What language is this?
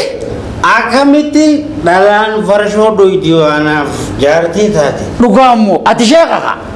Oromo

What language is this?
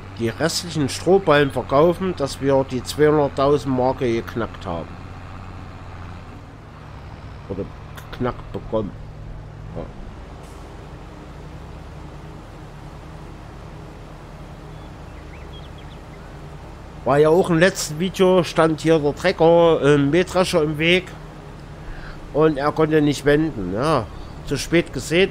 German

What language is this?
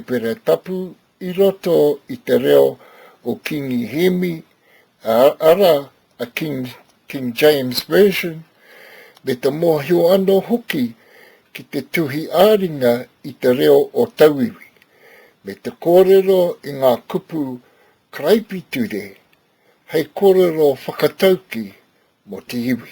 Māori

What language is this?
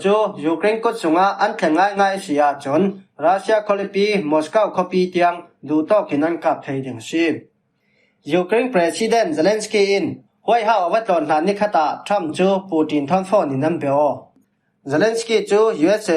Falam Chin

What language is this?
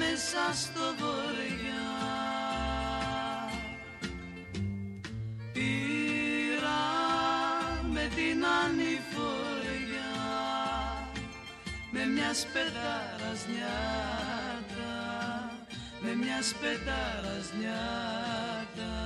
Greek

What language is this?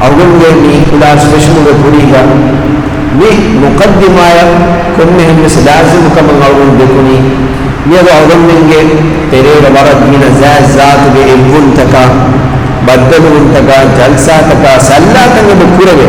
Divehi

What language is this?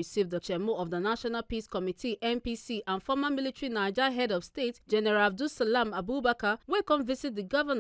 Nigerian Pidgin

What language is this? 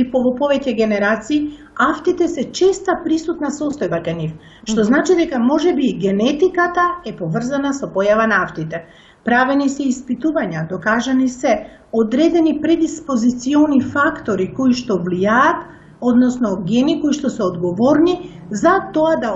Macedonian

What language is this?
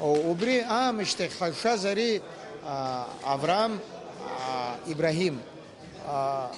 Abkhazian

